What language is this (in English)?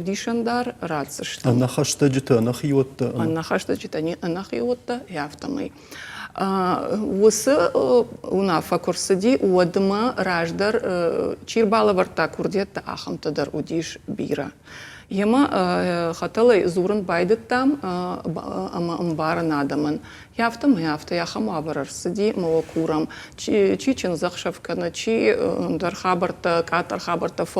Ossetic